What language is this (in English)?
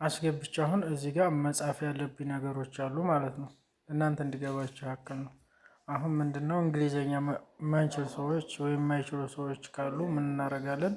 Amharic